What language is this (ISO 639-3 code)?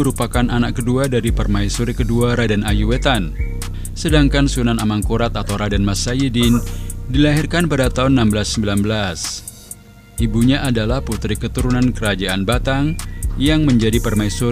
ind